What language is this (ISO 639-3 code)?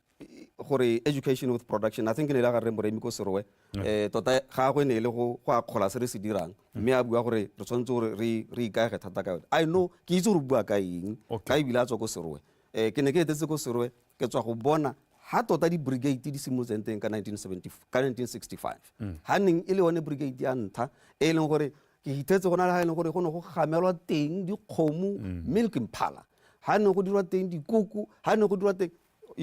tsn